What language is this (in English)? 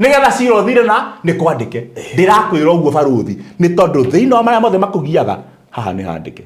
Kikuyu